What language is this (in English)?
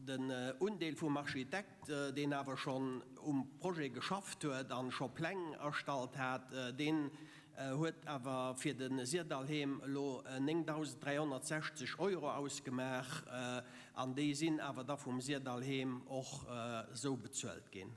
Luxembourgish